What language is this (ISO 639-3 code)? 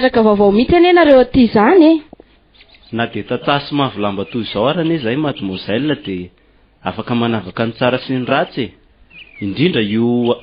mlg